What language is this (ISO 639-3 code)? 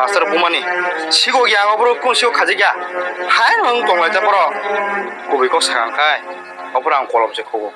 trp